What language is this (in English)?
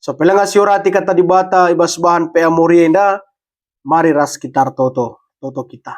Batak Karo